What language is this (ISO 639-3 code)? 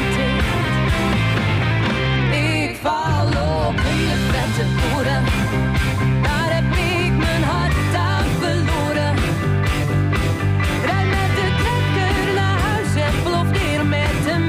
nld